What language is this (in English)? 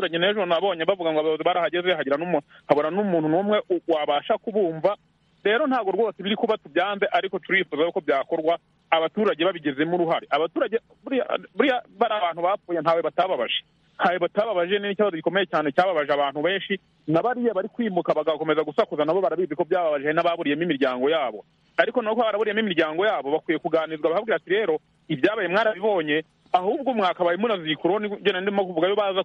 Kinyarwanda